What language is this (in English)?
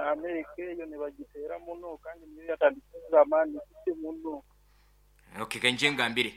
Nyankole